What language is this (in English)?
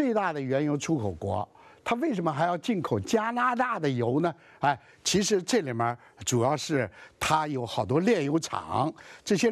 Chinese